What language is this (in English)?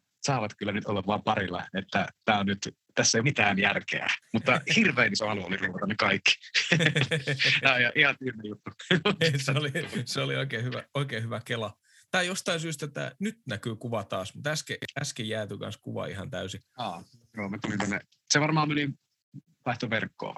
Finnish